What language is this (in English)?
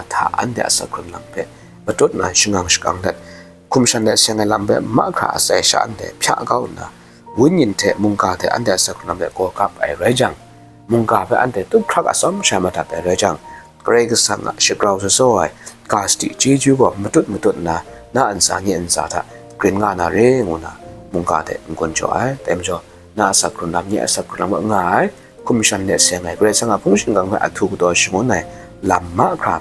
Kachin